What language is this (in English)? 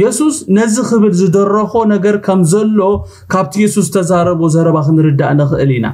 Tigrinya